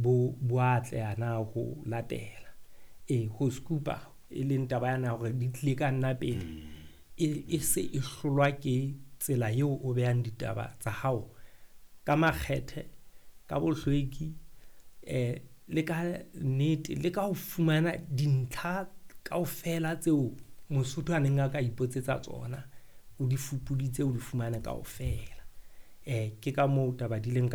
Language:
Southern Sotho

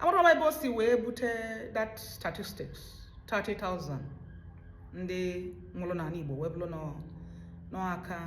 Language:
Igbo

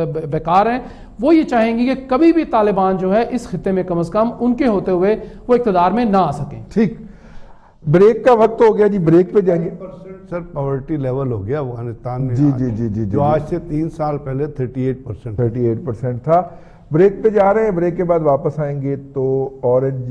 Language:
Urdu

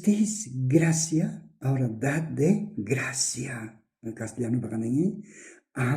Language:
South Bolivian Quechua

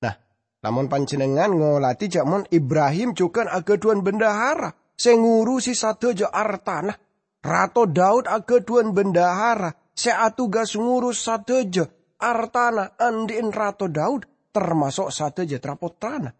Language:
Madurese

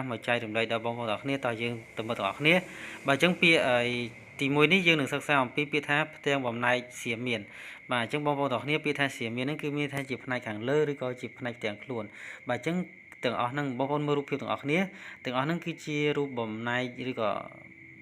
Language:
Khmer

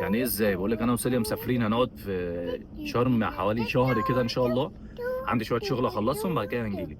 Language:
Egyptian Arabic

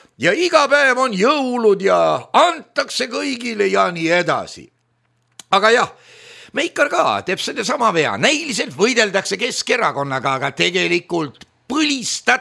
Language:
Estonian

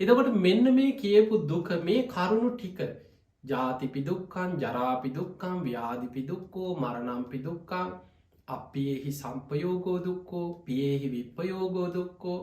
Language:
Sinhala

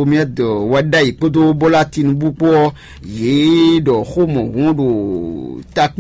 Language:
Fon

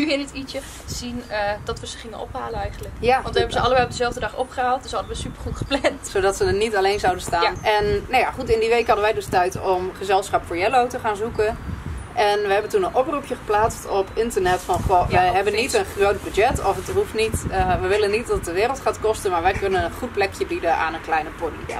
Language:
Dutch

